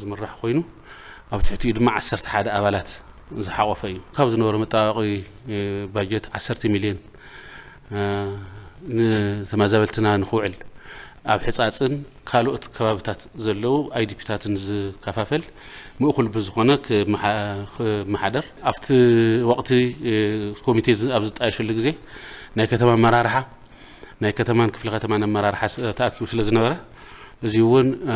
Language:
Tigrinya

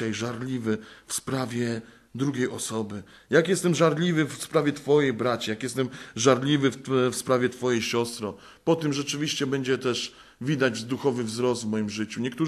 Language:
Polish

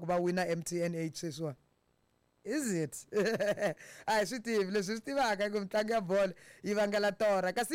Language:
Tsonga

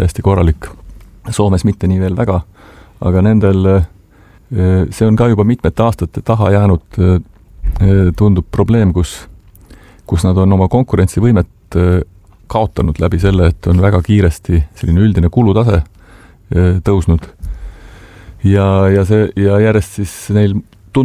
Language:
Estonian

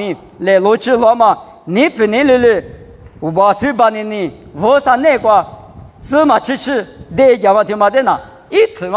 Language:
Lisu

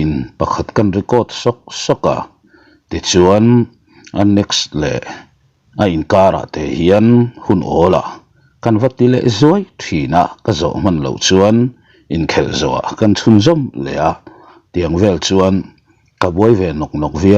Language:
Mizo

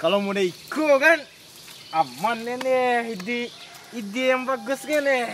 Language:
Minangkabau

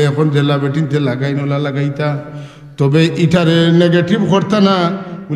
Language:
Sylheti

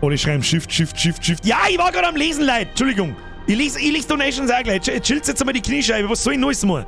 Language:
Bavarian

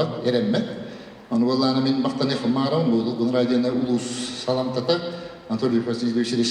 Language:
Yakut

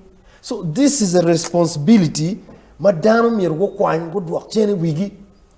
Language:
Acoli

